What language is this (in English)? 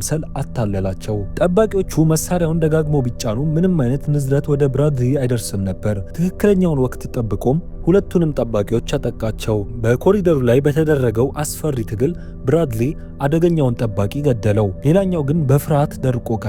Amharic